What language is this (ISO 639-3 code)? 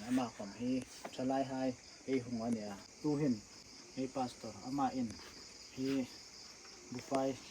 hmr